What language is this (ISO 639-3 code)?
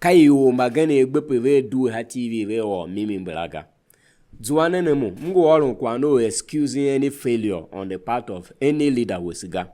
tiv